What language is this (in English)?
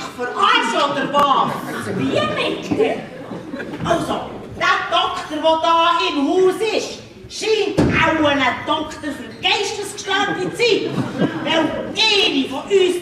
Swiss German